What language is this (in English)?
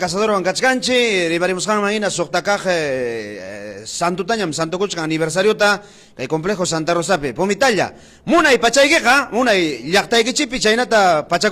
Ayacucho Quechua